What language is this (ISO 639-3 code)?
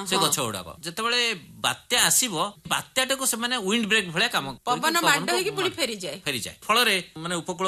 ori